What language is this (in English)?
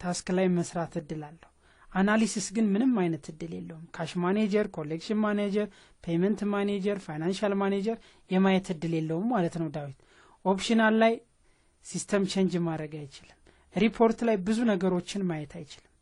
Amharic